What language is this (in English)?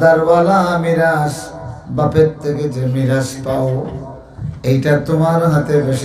Sylheti